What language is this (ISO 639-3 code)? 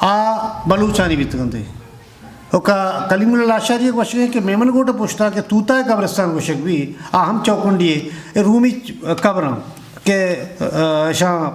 bgp